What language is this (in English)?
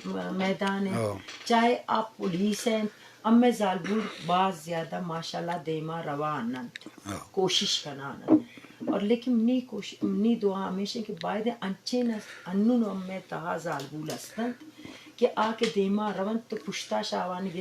Eastern Balochi